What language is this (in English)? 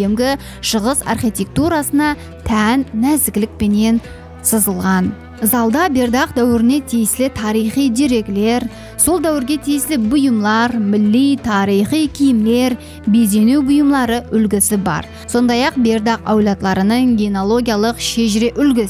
Kara-Kalpak